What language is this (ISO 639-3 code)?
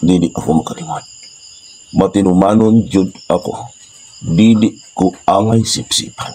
ceb